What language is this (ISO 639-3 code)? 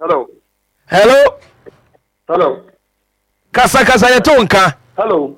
aka